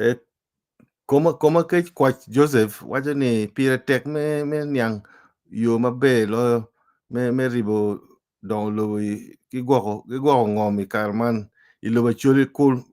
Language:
Acoli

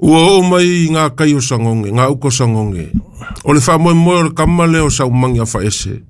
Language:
Samoan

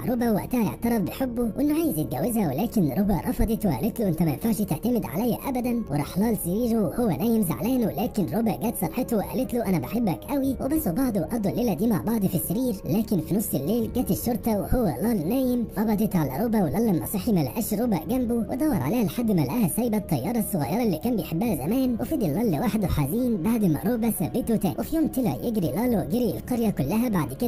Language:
Egyptian Arabic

